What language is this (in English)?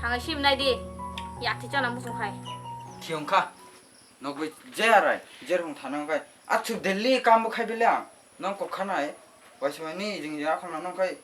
Kok Borok